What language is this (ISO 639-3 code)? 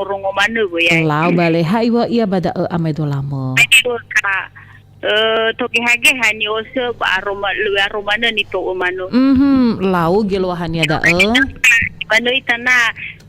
nia